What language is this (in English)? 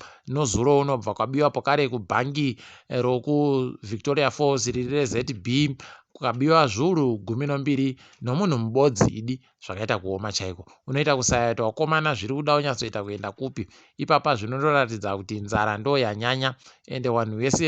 Ndau